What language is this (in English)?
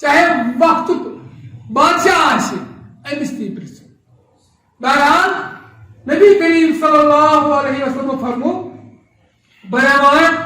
Kashmiri